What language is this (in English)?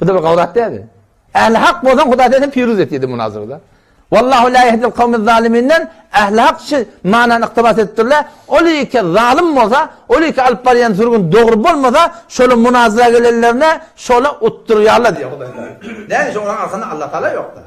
Turkmen